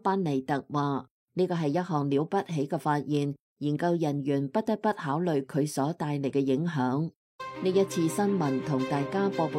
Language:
Cantonese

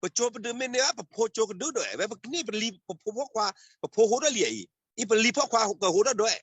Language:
S'gaw Karen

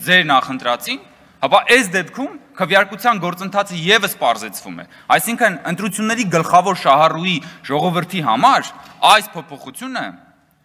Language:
Armenian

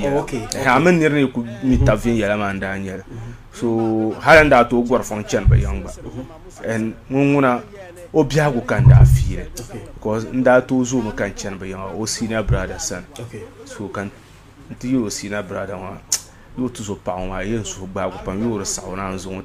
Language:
Dagbani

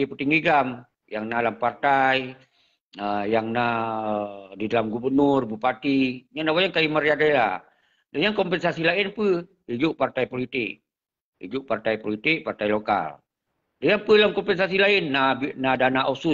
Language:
Achinese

